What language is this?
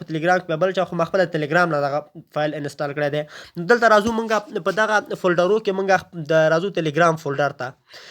Pashto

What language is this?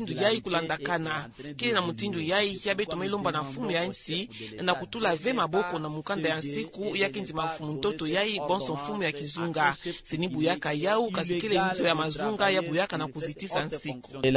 Kituba (Democratic Republic of Congo)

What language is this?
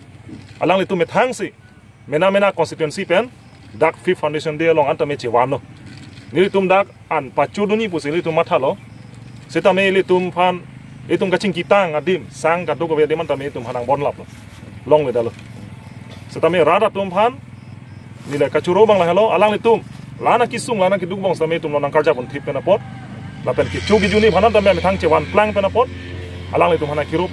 Karbi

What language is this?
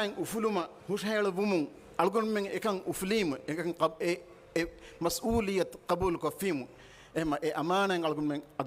Divehi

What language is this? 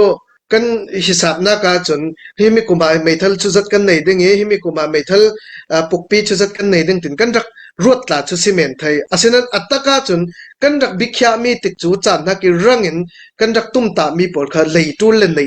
Falam Chin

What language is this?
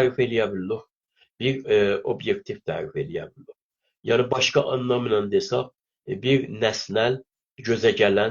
South Azerbaijani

